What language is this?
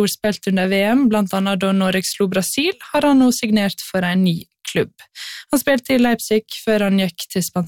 Norwegian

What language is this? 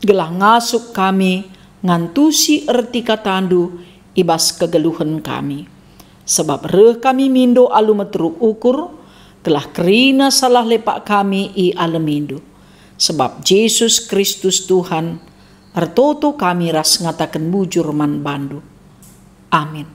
Batak Karo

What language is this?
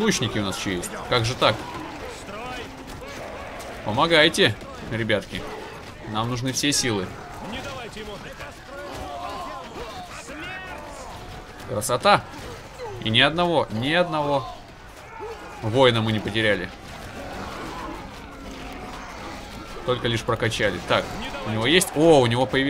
Russian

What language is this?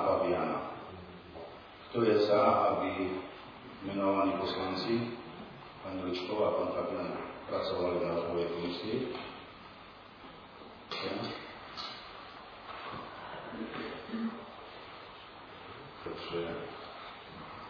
Slovak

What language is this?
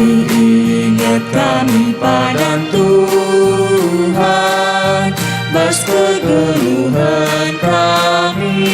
Batak Karo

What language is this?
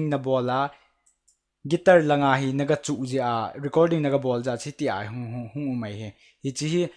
Thado Chin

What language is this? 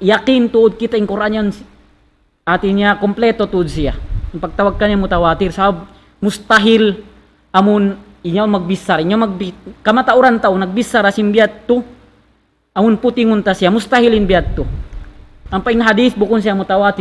Tausug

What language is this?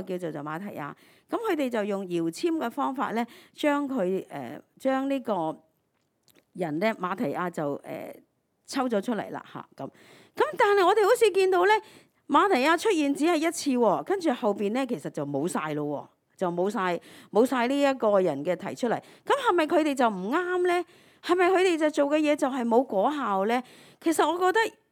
Cantonese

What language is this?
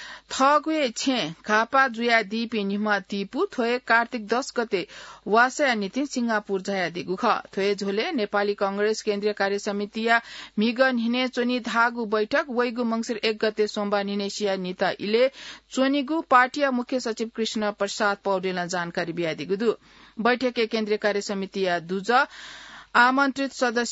Newari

